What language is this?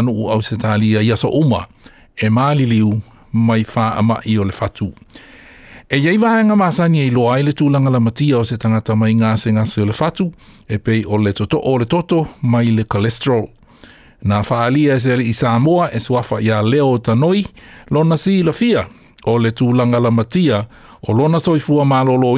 Samoan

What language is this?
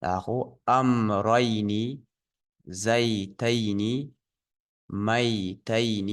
Ingush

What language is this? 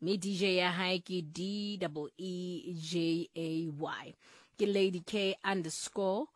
Southern Sotho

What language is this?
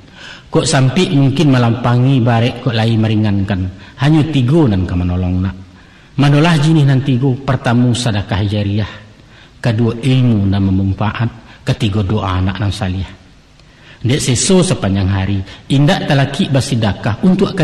Minangkabau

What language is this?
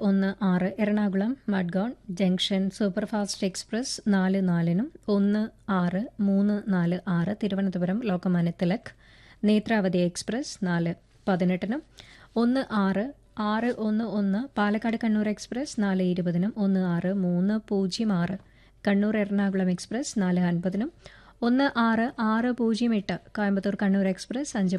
Malayalam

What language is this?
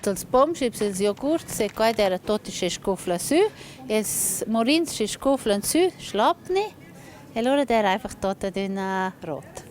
Romansh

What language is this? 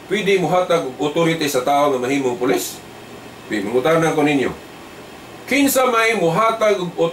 Cebuano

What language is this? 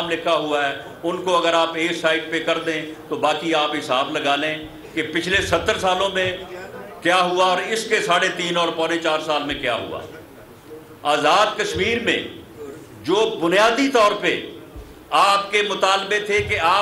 Urdu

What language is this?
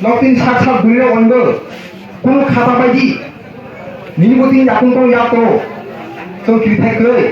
Kok Borok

